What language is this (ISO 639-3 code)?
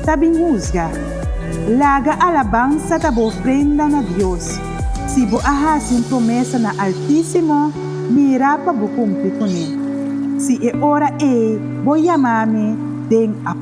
pap